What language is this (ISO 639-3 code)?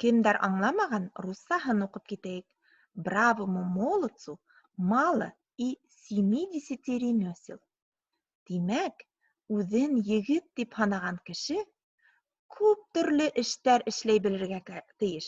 bak